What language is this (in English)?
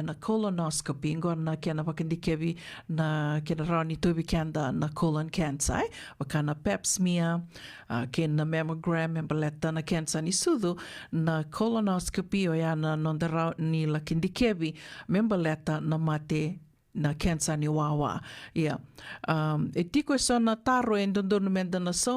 Fijian